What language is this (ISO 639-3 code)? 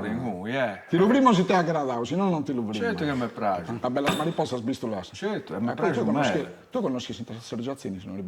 srd